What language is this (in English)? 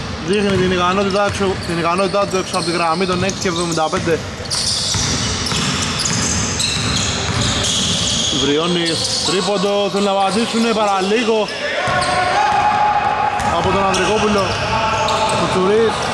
Greek